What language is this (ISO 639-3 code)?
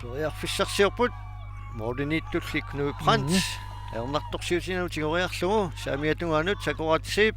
kal